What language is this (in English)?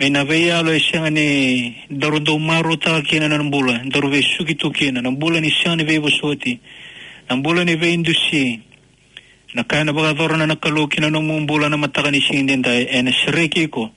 Fijian